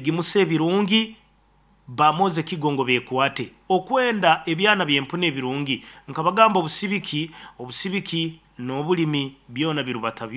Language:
Nyoro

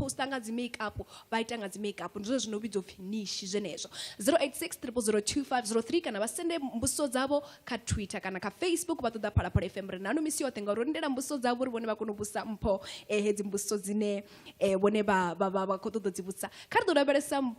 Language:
Venda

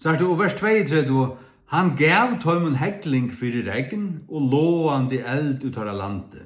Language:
Faroese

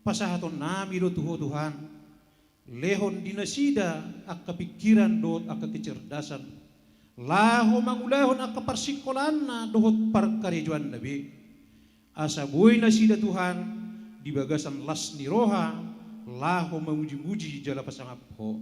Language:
Batak Toba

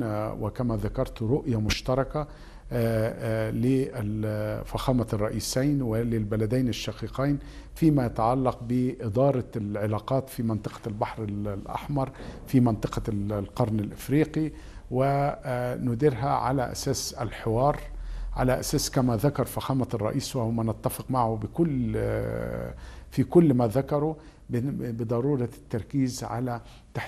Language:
Arabic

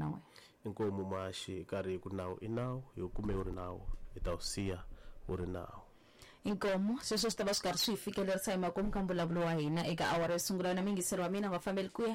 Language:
Tsonga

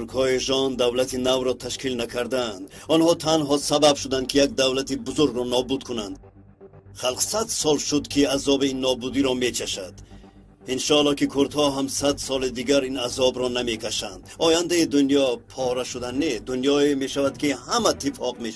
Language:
Tajik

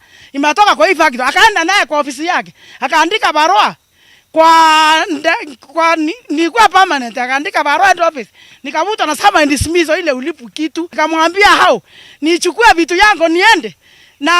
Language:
Meru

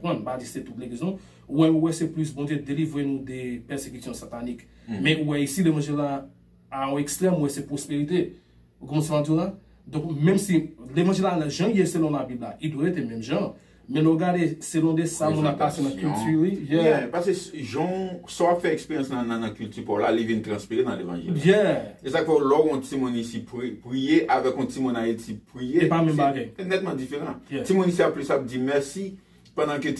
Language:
Haitian Creole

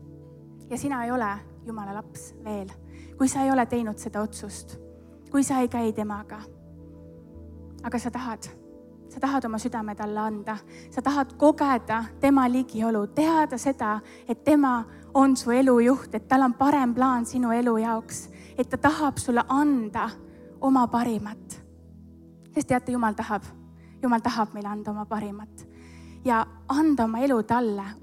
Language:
Estonian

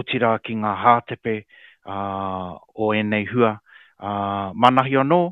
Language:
Māori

